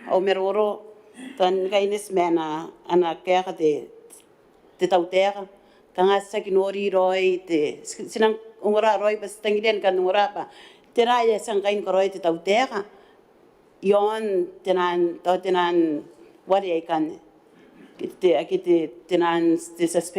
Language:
Gilbertese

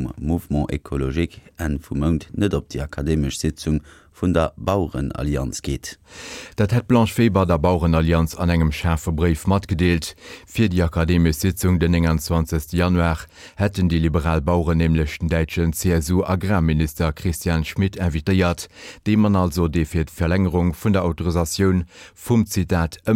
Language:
Luxembourgish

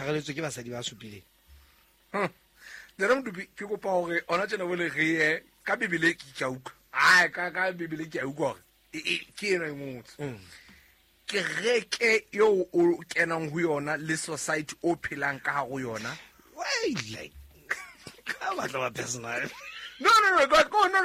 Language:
Southern Sotho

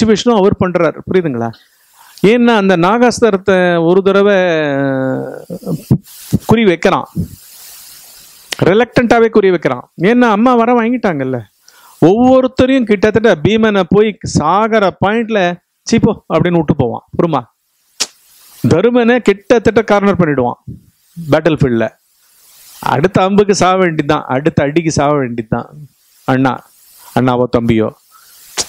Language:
Tamil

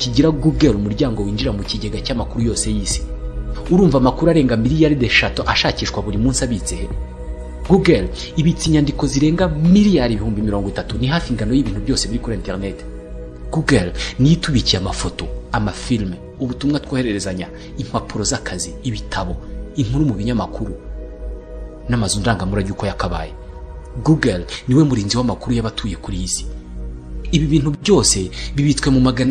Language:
Kinyarwanda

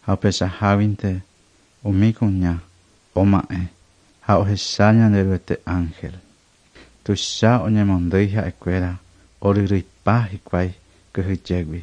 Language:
Guarani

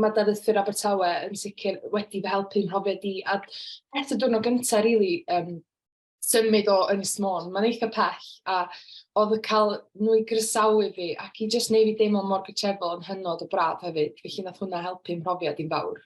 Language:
Welsh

